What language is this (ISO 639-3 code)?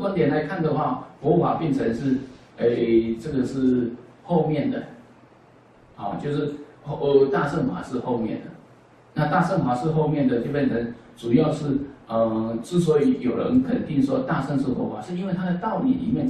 zho